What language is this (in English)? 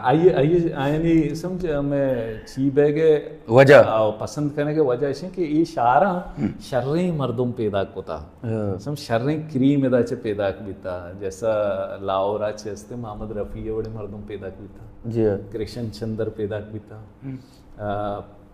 Baluchi